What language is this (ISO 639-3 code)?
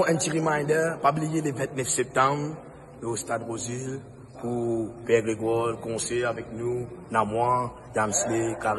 mfe